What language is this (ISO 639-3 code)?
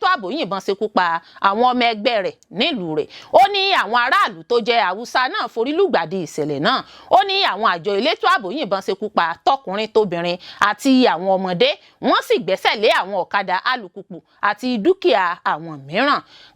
yor